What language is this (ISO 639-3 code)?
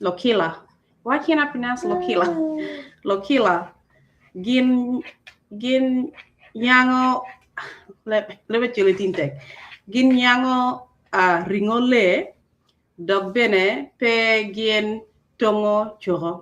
ach